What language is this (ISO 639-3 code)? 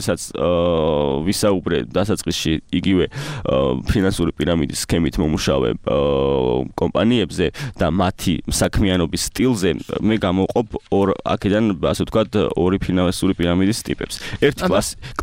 kat